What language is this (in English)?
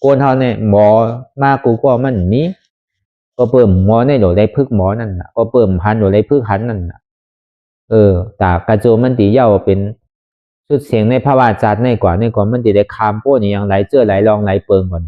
Shan